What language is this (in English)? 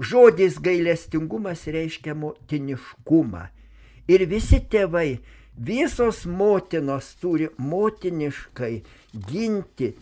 Lithuanian